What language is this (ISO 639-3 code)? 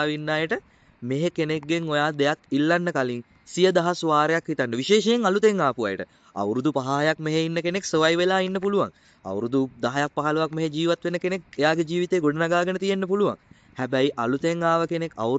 sin